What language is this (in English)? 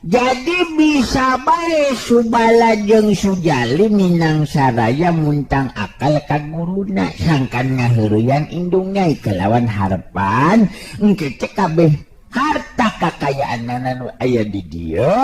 Sundanese